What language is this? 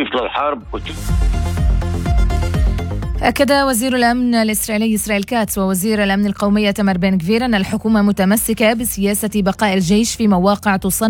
Arabic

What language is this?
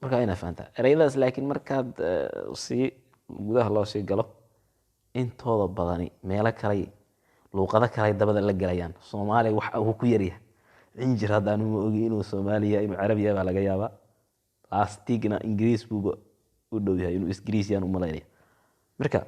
Somali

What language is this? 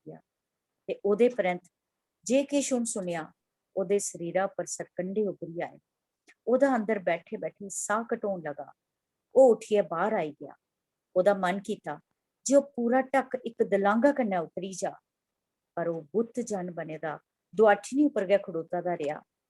Dogri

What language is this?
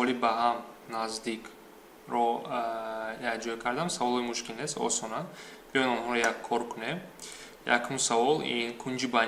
Tajik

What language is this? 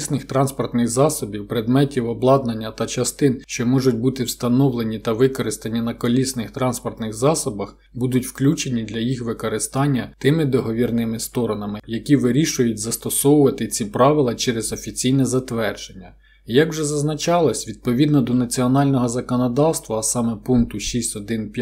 Ukrainian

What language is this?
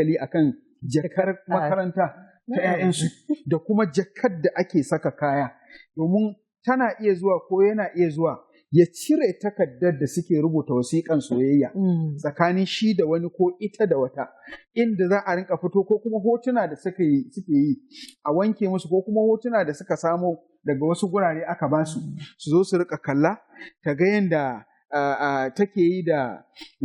Hausa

